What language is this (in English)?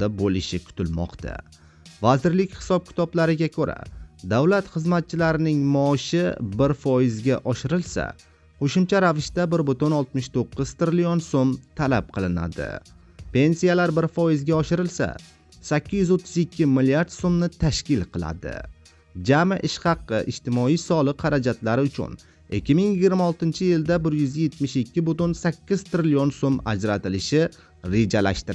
Uzbek